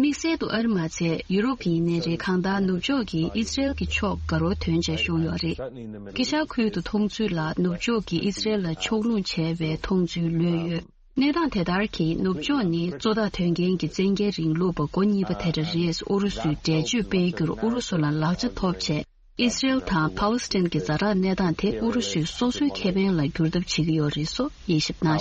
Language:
Tibetan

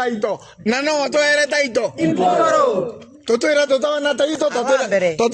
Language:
Meru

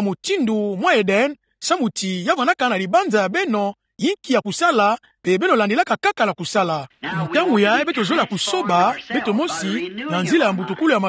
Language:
Kituba (Democratic Republic of Congo)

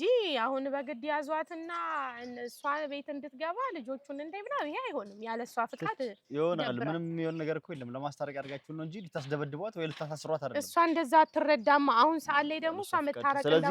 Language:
Amharic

